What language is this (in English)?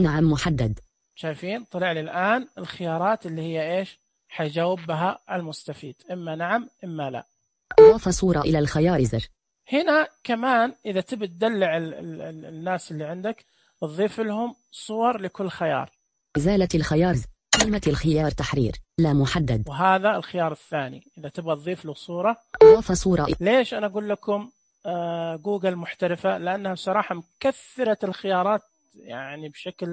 Najdi Arabic